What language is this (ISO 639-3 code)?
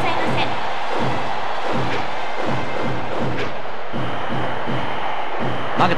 jpn